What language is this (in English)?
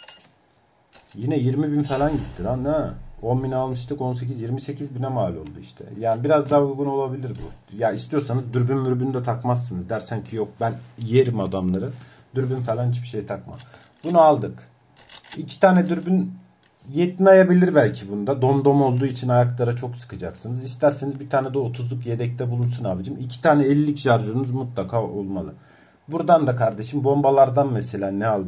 Turkish